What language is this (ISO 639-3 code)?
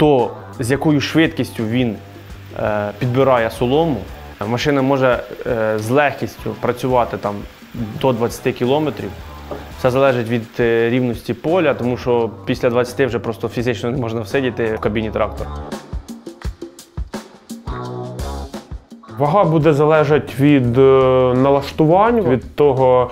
ukr